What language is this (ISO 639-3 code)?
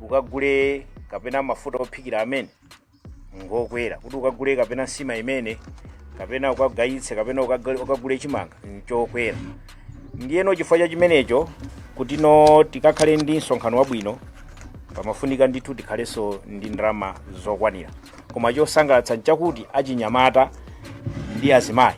nya